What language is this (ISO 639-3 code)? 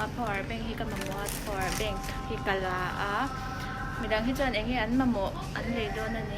lus